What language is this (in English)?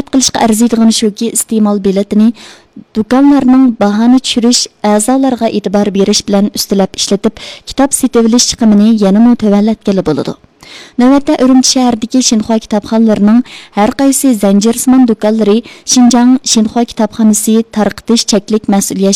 Uyghur